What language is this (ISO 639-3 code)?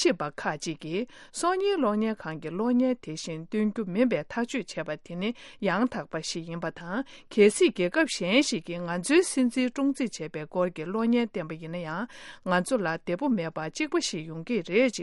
bod